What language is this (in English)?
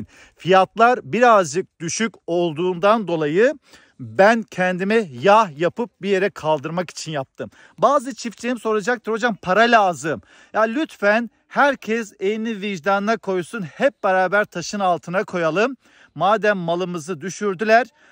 Turkish